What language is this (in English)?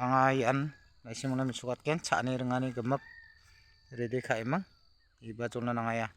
Garo